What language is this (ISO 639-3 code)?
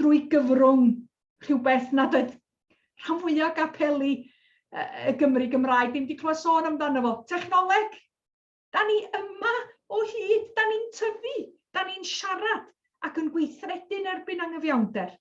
cym